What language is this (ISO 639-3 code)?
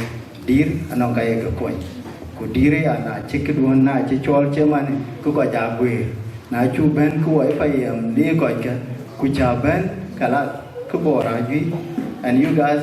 din